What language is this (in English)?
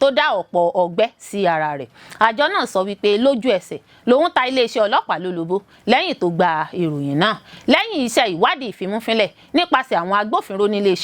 Yoruba